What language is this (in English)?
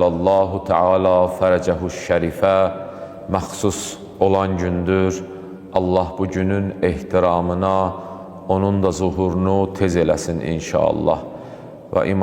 Azerbaijani